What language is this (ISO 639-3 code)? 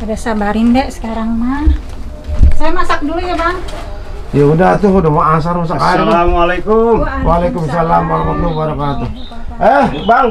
bew